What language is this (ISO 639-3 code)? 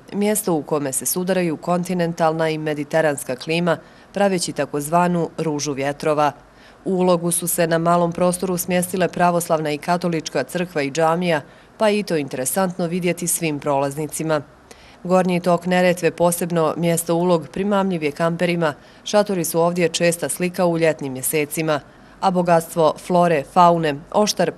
bos